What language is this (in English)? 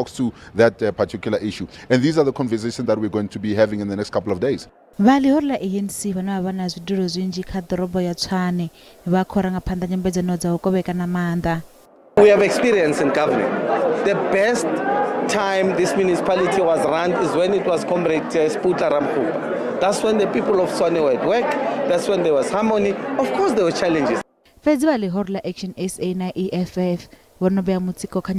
Venda